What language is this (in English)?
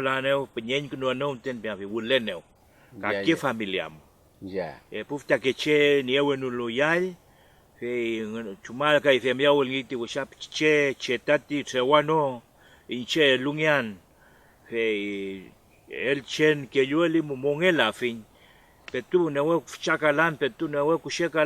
Mapuche